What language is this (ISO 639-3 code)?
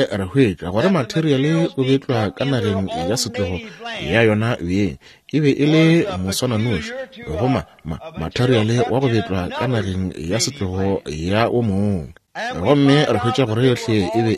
nso